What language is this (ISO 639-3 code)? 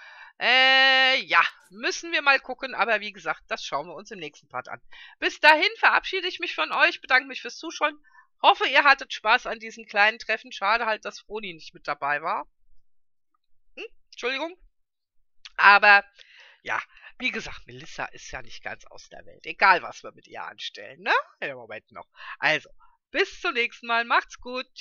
deu